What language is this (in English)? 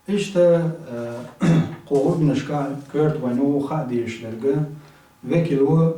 Chechen